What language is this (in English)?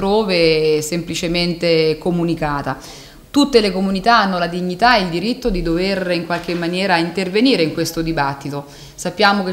Italian